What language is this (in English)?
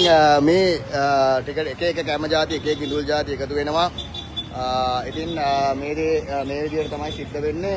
Sinhala